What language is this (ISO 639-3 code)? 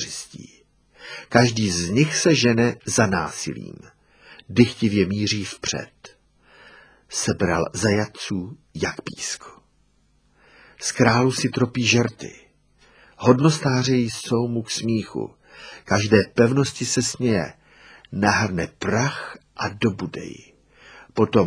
ces